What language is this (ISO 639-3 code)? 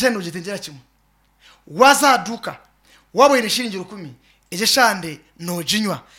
nyn